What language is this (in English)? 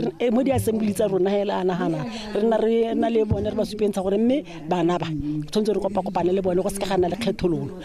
Tswana